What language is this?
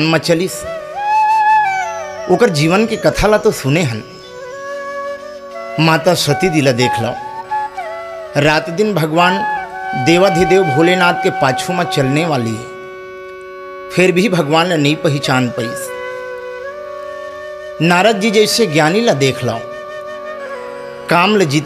Chhattisgarhi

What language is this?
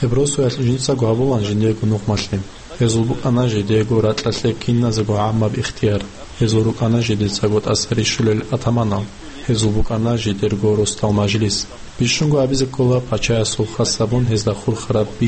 Avaric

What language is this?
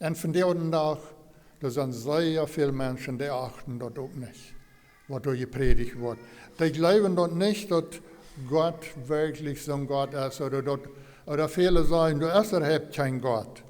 Plautdietsch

